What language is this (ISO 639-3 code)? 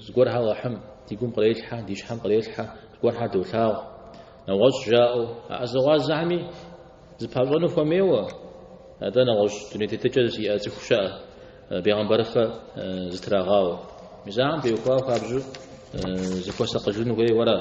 kbd